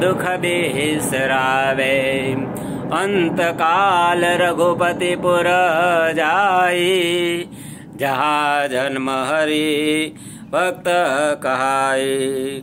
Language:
Sanskrit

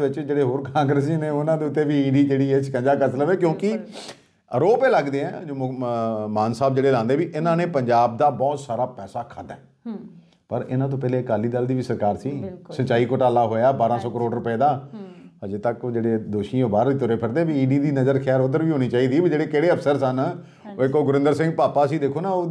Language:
Punjabi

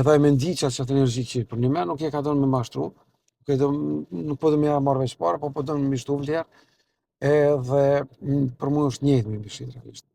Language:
Albanian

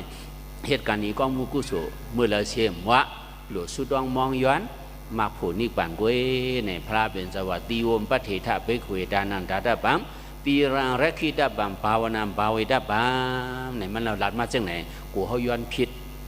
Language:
Shan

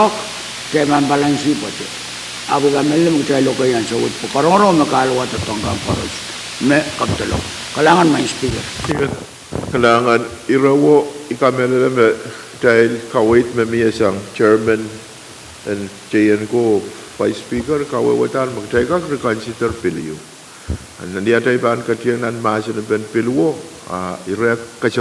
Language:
Pohnpeian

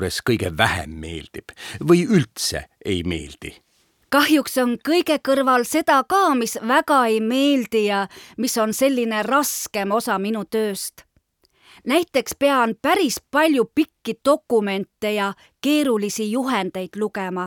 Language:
Estonian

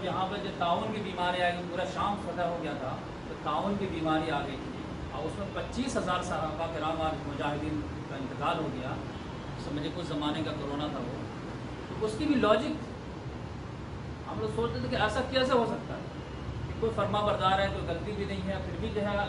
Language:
Urdu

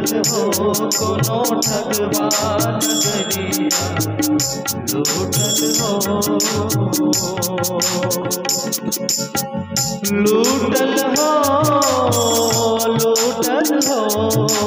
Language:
Bhojpuri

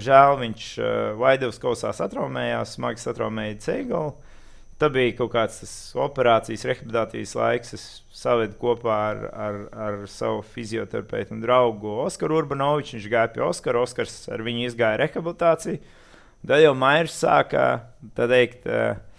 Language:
Latvian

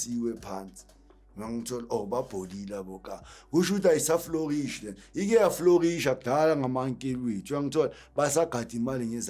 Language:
Zulu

